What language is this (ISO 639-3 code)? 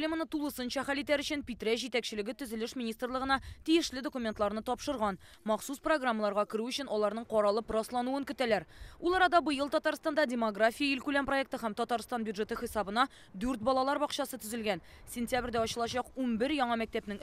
tat